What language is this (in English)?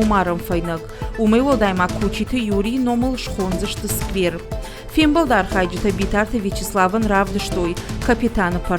Ossetic